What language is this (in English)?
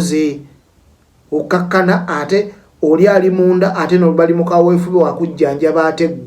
Ganda